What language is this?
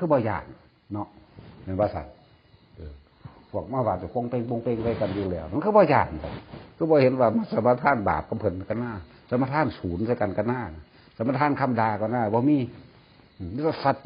Northeastern Thai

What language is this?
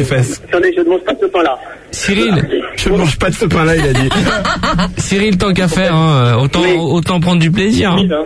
French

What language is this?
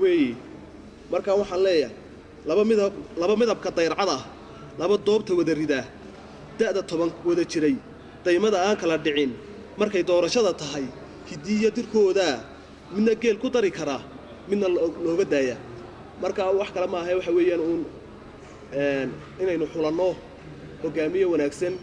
Somali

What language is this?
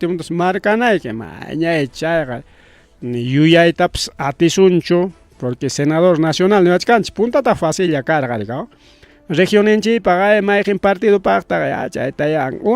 Ayacucho Quechua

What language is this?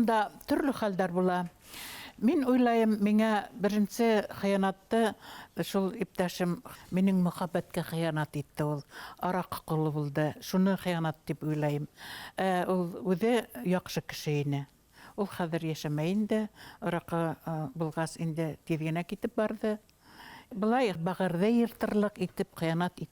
Bashkir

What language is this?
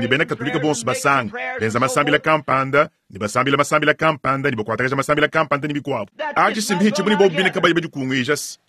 Luba-Lulua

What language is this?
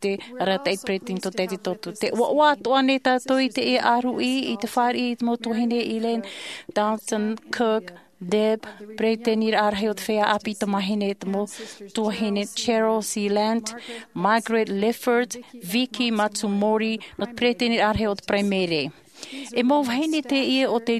Tahitian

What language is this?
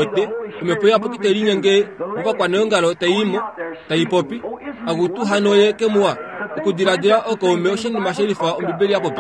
Kuanyama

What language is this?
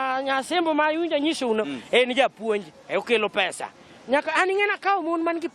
Luo (Kenya and Tanzania)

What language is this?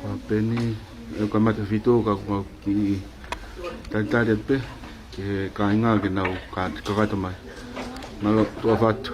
Tongan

